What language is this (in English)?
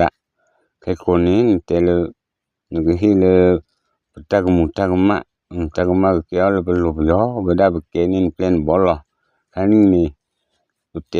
S'gaw Karen